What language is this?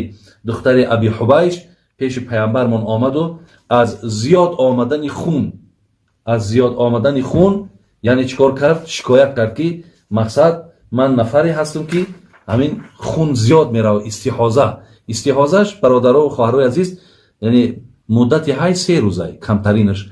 Tajik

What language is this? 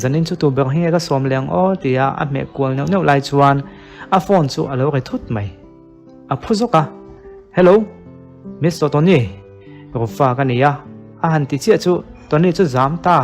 Mizo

